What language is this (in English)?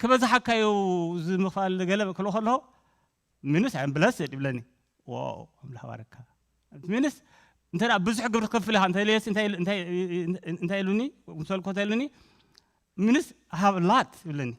Tigrinya